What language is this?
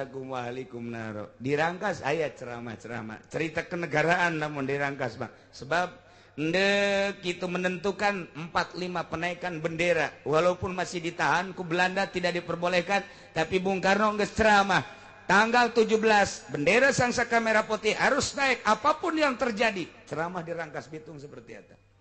Sundanese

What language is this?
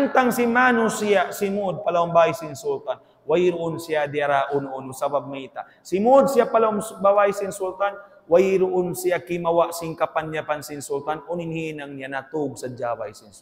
Tausug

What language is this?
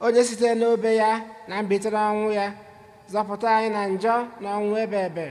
Igbo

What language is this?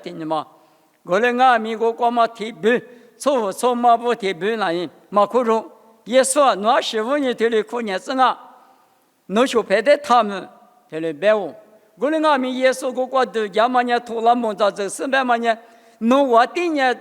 Lisu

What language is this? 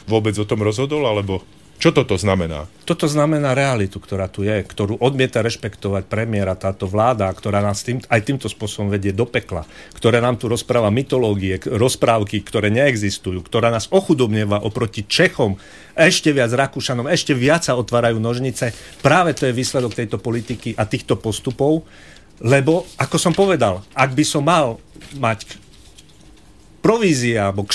Slovak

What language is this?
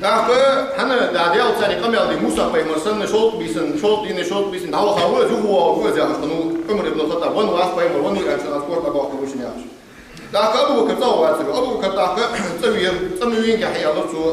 Ingush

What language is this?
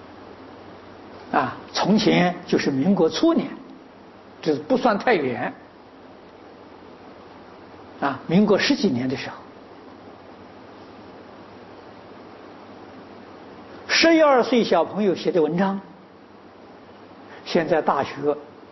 Chinese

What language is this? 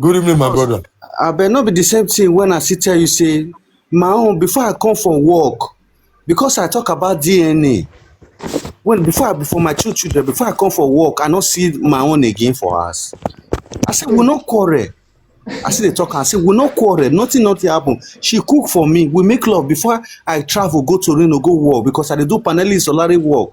Nigerian Pidgin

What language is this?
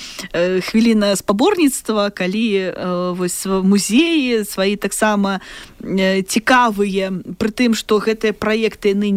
Belarusian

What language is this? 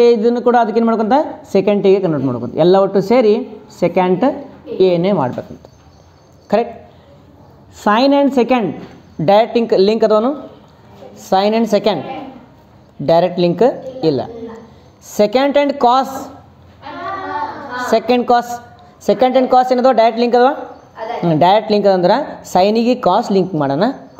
Kannada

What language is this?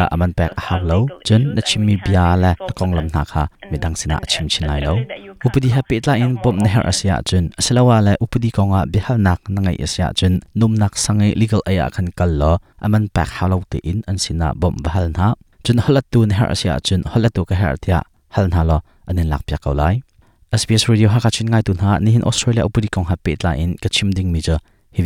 Hakha Chin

